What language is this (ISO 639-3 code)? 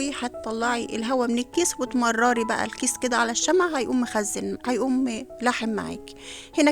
arz